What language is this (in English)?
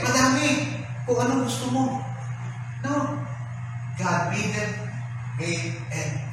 Filipino